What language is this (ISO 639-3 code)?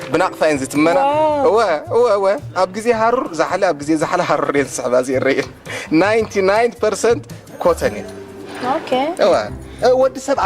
tir